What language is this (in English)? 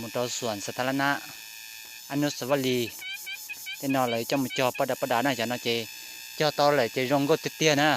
Hmong